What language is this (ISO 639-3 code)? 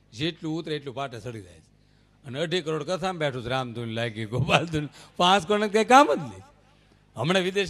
guj